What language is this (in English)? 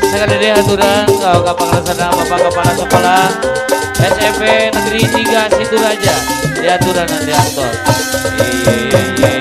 Sundanese